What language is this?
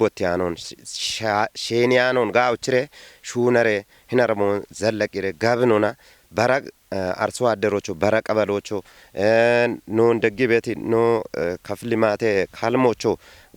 Kafa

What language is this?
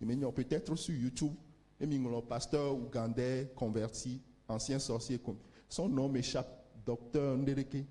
Ewe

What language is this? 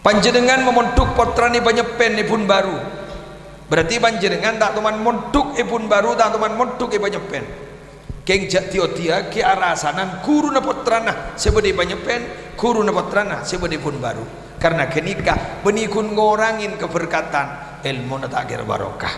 Madurese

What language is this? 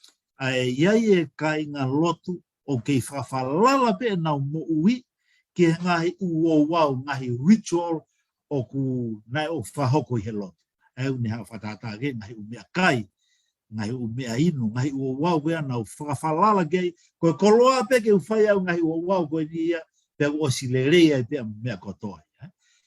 Tongan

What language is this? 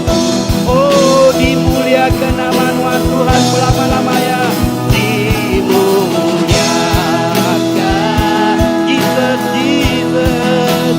Iban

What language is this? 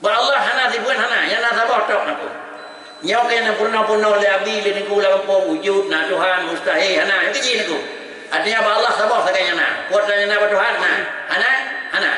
Achinese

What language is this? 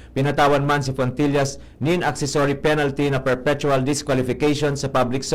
Bikol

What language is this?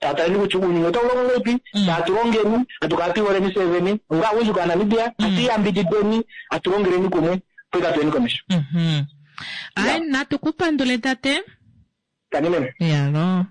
Kuanyama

